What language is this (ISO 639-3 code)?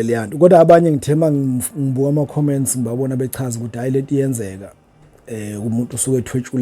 zul